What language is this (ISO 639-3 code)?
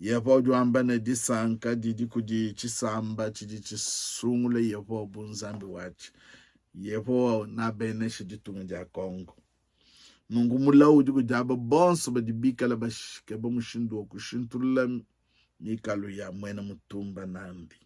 lua